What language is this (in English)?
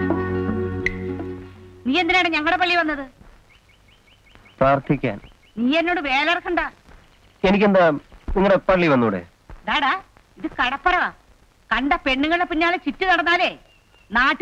Malayalam